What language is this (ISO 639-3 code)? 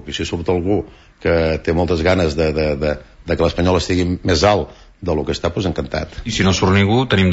cat